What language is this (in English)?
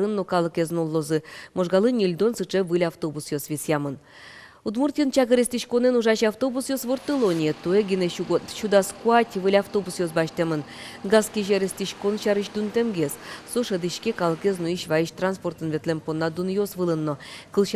Udmurt